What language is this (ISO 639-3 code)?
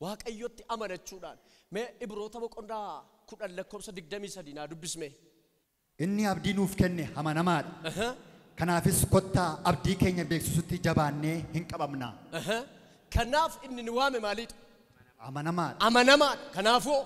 orm